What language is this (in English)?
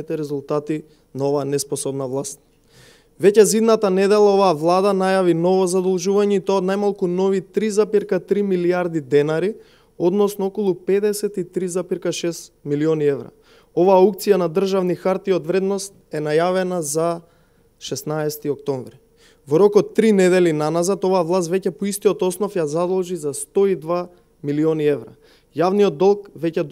Macedonian